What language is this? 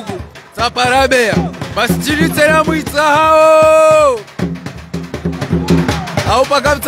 Swahili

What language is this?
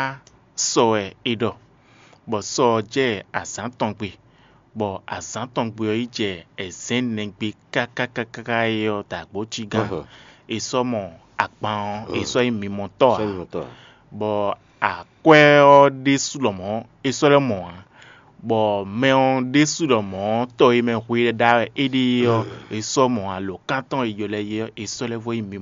Fon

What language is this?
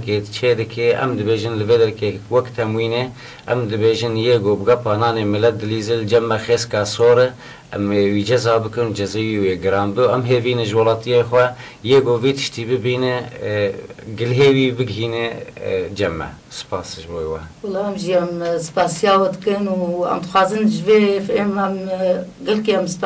Kurdish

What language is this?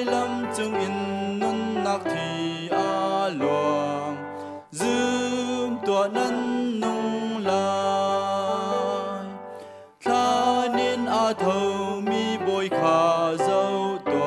Hakha Chin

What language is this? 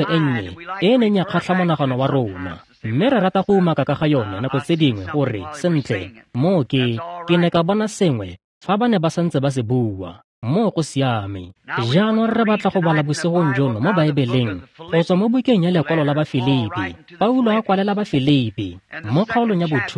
Tswana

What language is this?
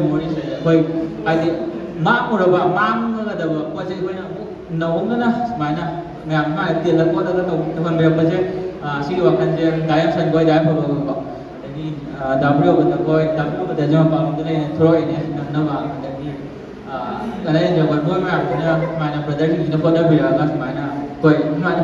Manipuri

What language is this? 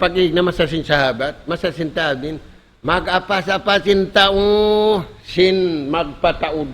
Tausug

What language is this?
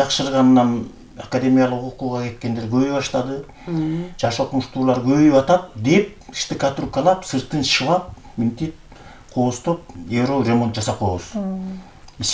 Kyrgyz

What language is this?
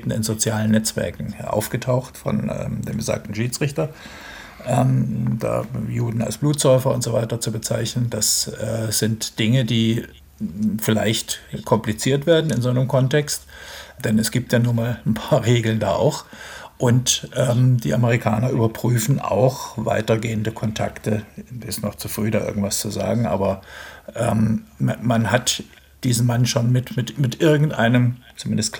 German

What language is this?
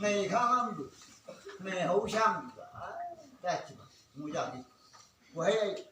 Chang Naga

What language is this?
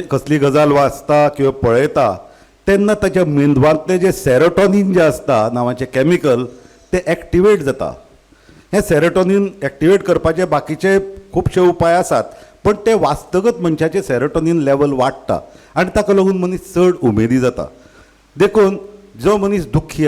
Konkani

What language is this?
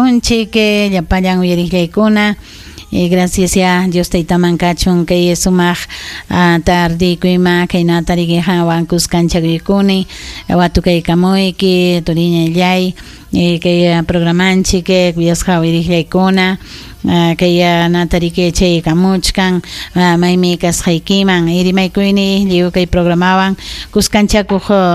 Ayacucho Quechua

